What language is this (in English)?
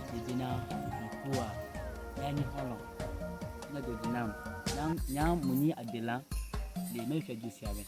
Ewe